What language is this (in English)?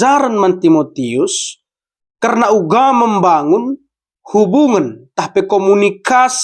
Batak Karo